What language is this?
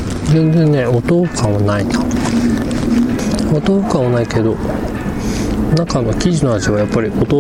Japanese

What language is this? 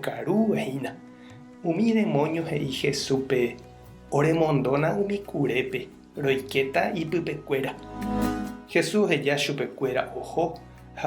Guarani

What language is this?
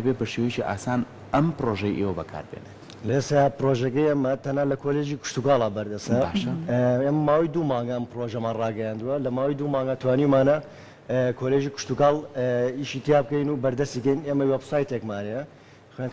Central Kurdish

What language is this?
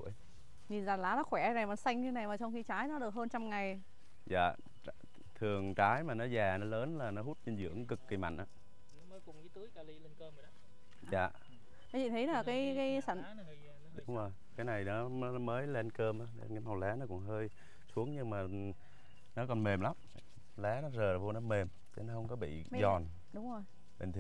Vietnamese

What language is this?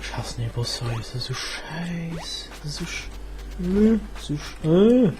Luxembourgish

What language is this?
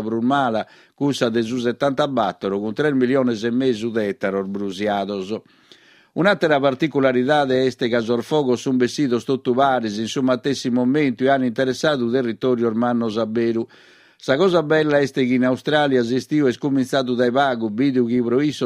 Sardinian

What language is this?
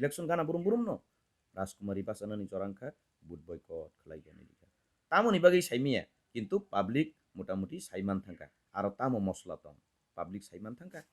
Kok Borok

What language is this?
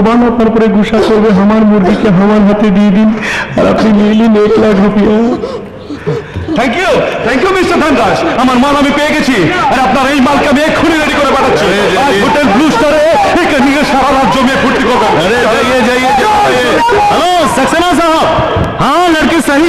Bangla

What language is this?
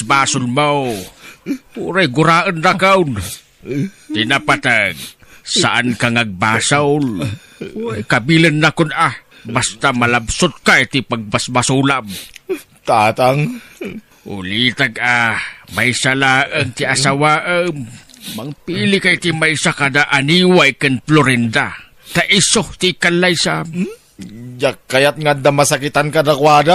Iloko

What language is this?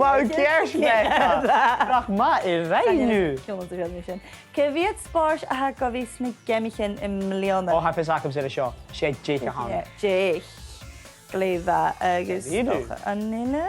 Scottish Gaelic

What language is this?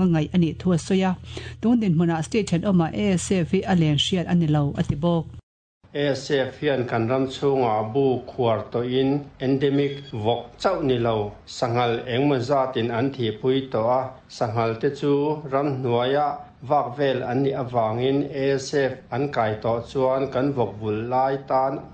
Mizo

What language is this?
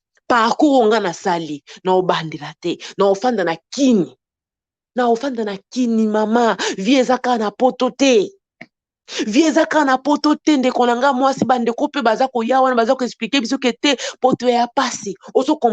Lingala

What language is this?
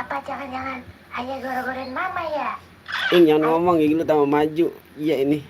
Betawi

